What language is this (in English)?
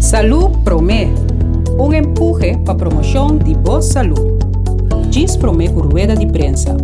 Papiamento